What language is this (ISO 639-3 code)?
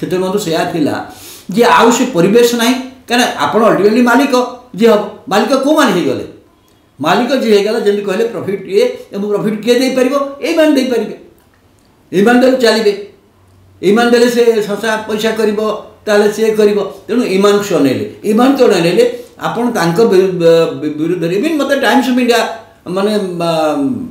ori